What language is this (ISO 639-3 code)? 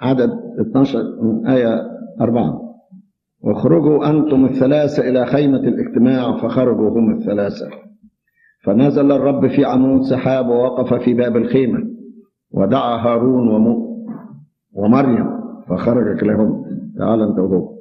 arz